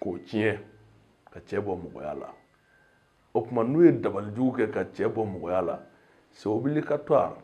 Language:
Bambara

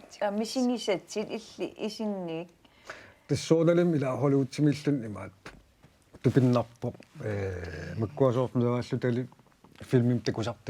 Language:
Kalaallisut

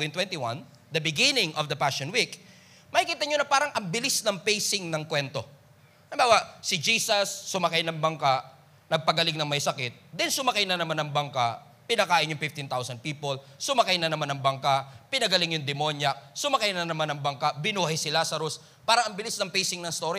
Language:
Filipino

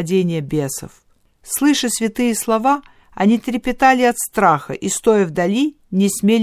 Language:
Russian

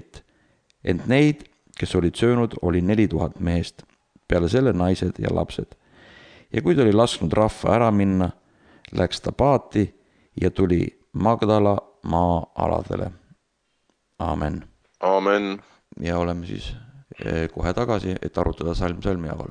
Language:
Estonian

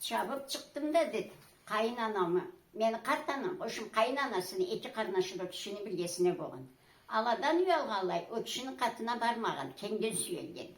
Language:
Karachay-Balkar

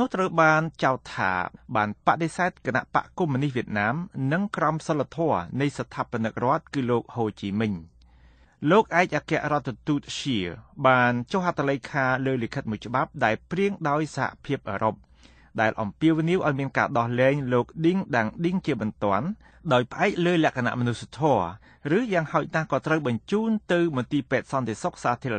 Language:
Khmer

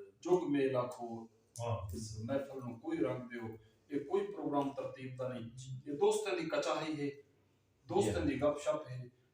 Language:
Saraiki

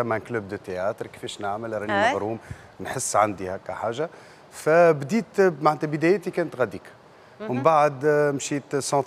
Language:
Tunisian Arabic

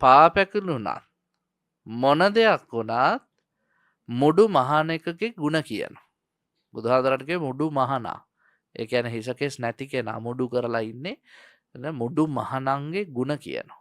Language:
Sinhala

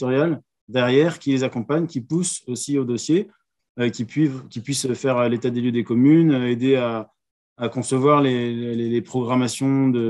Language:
French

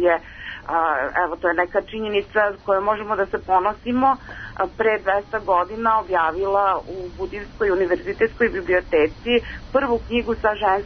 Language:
Serbian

